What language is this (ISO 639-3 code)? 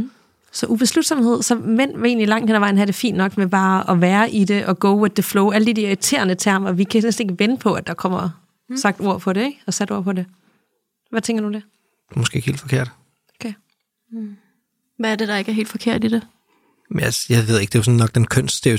dan